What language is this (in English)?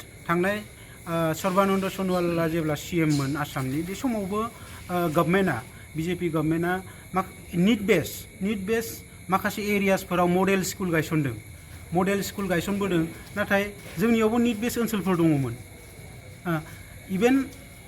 Bodo